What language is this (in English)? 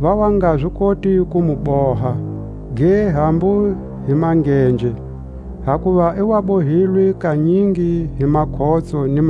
Tswa